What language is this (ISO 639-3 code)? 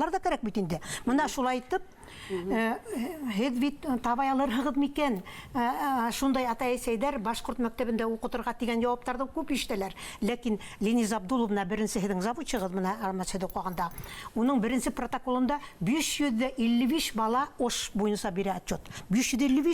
bak